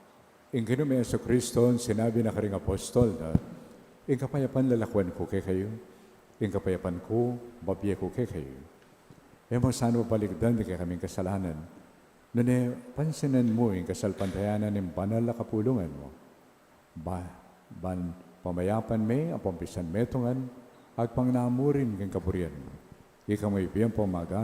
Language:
Pampanga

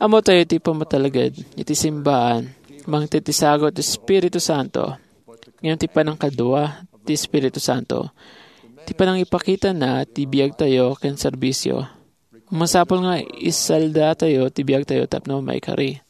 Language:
Iloko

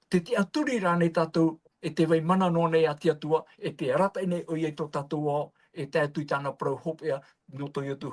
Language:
Tahitian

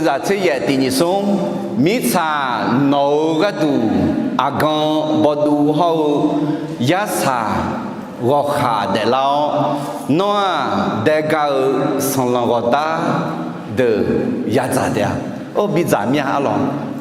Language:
Akha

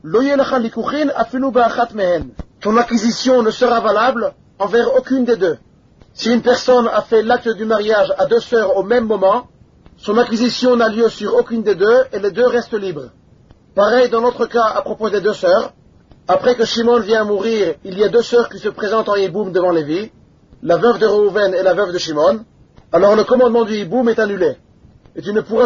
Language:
French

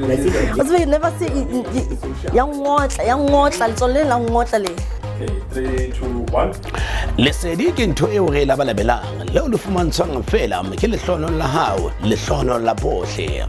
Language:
Southern Sotho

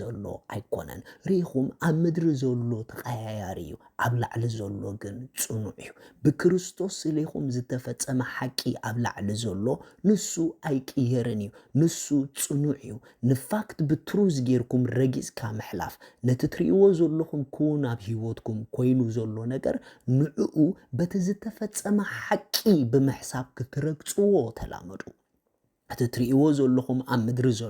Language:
Tigrinya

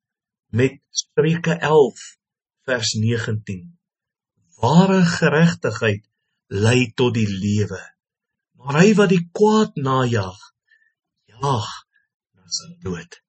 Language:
Afrikaans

